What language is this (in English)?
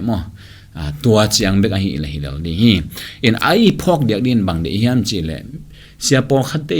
Tedim Chin